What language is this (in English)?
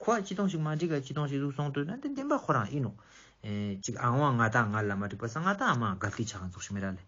Ladakhi